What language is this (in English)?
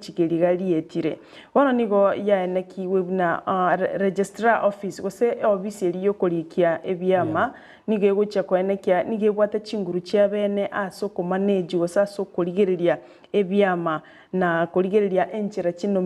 Gusii